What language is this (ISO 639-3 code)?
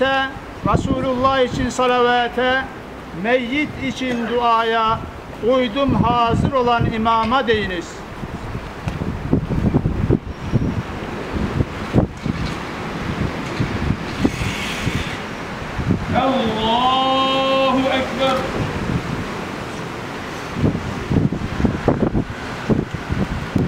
tur